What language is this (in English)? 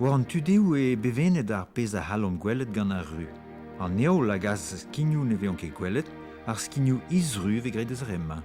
Breton